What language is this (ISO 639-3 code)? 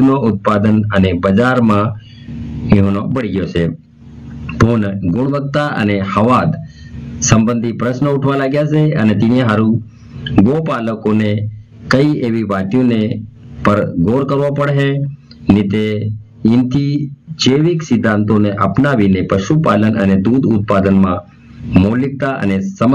guj